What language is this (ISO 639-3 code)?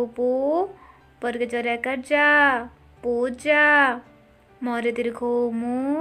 ori